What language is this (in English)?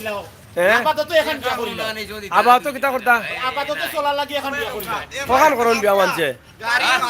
Sylheti